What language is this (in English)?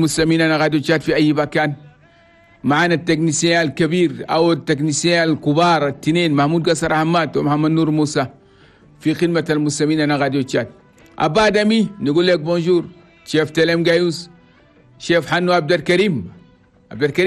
Chadian Arabic